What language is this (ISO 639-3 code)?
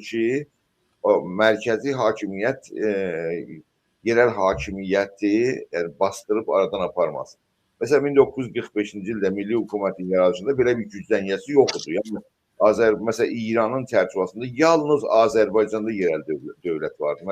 azb